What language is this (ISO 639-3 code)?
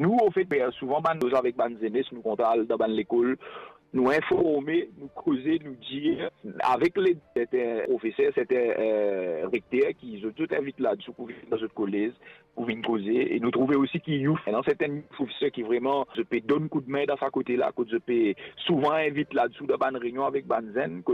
mfe